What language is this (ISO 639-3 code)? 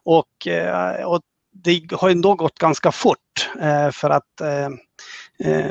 swe